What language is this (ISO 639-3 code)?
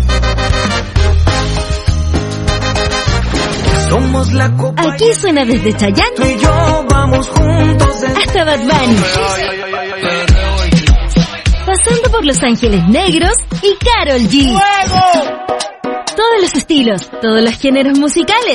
spa